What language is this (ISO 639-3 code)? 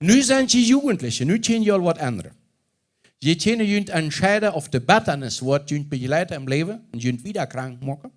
pdt